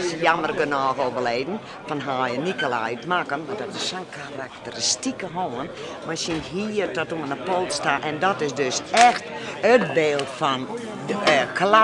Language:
Western Frisian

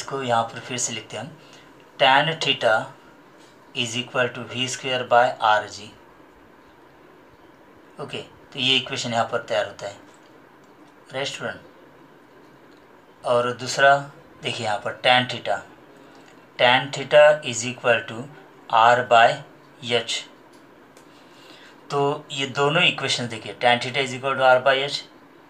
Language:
Hindi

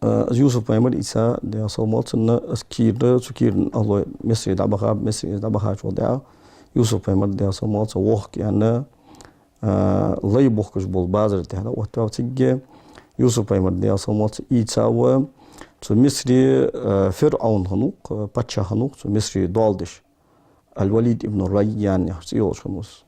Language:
Ingush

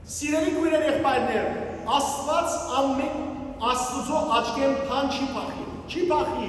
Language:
Western Armenian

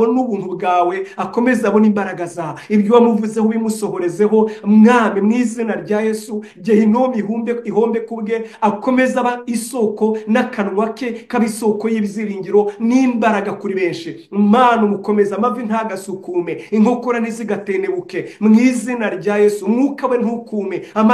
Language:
Kinyarwanda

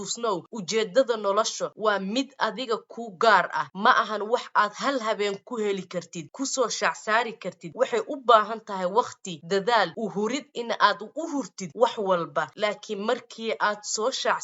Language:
Somali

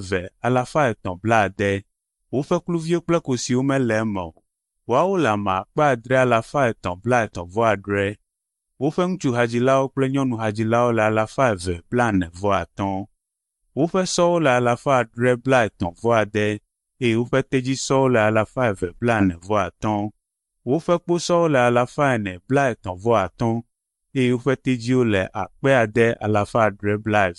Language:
Ewe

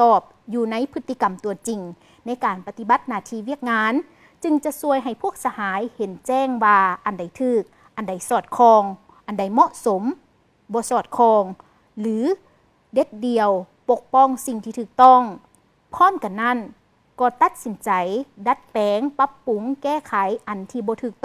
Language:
Lao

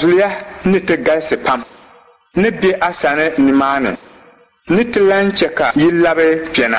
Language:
Dagbani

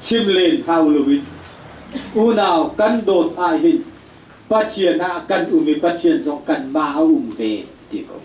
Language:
Hakha Chin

